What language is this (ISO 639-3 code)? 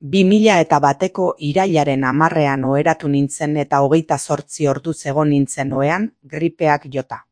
eus